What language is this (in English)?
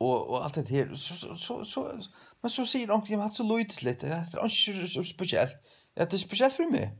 Faroese